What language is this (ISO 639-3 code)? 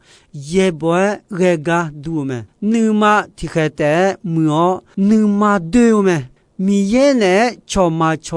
ahk